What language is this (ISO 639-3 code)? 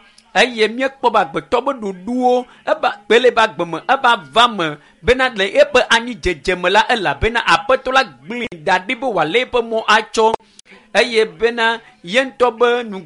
ewe